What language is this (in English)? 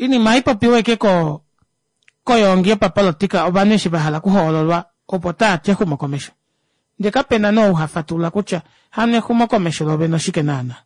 Kuanyama